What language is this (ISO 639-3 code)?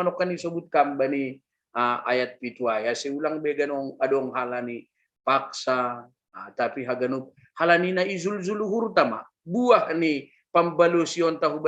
bts